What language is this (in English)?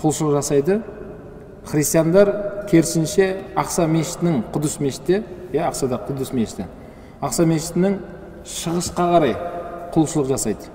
Kazakh